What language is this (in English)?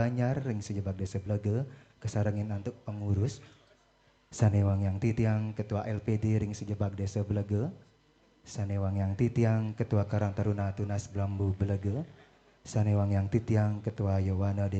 Balinese